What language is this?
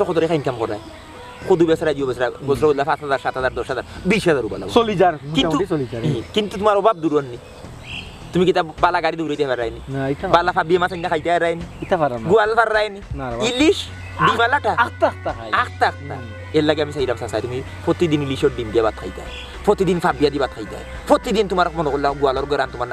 Sylheti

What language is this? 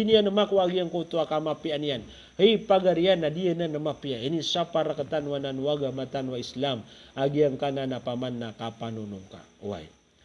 Maranao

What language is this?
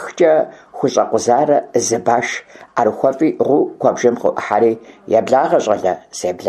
Kabardian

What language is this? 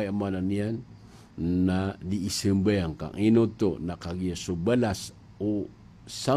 Maranao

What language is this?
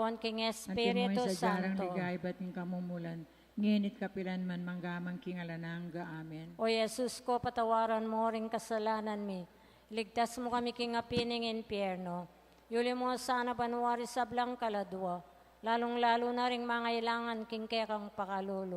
Pampanga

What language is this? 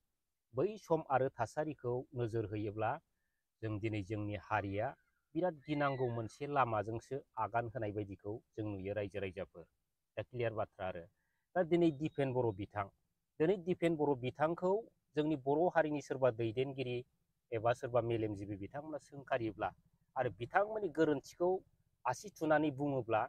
Bodo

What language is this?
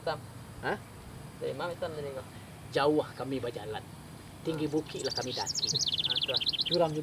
Minangkabau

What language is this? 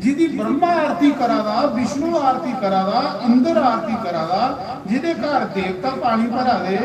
Dogri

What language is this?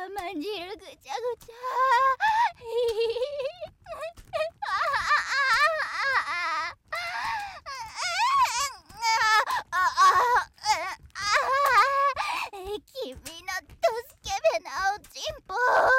Japanese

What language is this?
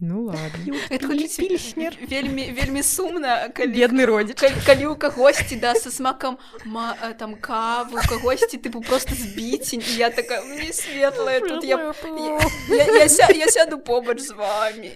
Belarusian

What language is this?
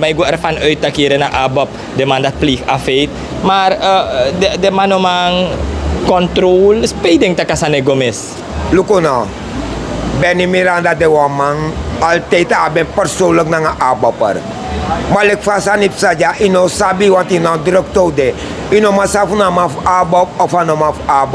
Sranan Tongo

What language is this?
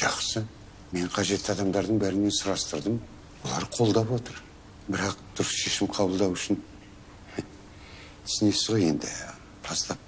Kazakh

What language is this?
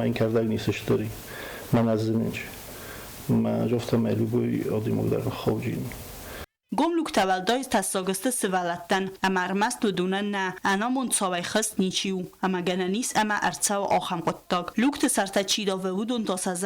Ossetic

